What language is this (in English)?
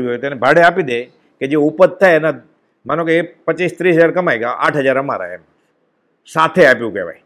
Gujarati